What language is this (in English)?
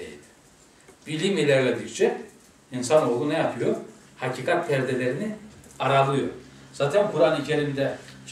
Turkish